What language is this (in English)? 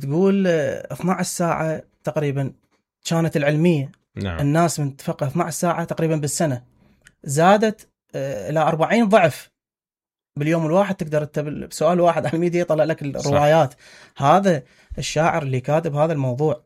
Mesopotamian Arabic